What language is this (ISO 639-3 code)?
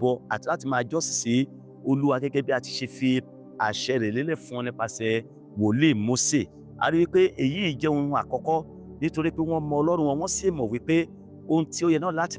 yor